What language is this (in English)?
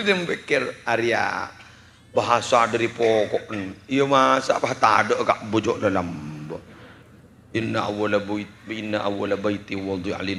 Madurese